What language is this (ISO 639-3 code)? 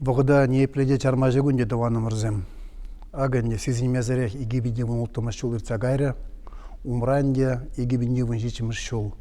chv